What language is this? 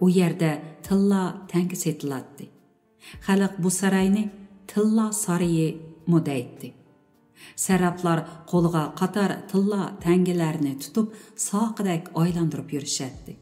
Uyghur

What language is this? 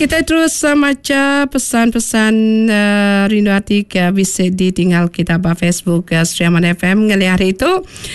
Iban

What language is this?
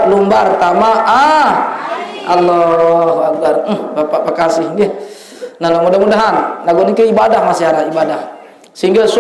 Sasak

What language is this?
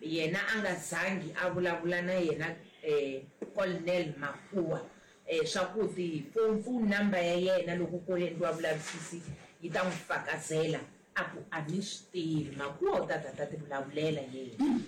Tsonga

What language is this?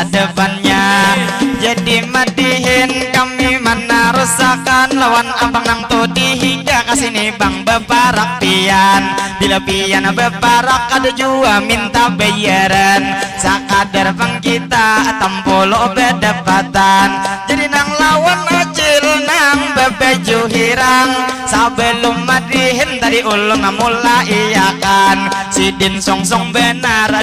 Banjar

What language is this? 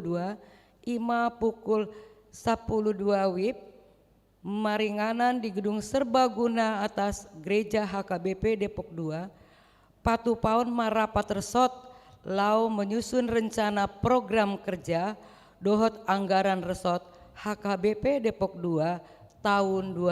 Batak Toba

